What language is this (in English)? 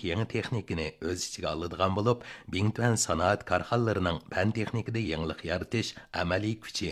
Uyghur